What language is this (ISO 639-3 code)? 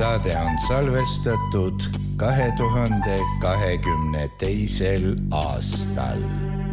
est